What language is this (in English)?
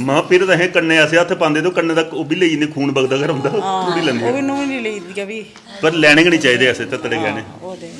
Dogri